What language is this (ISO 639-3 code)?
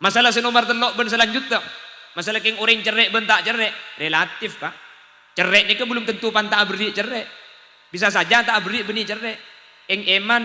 mad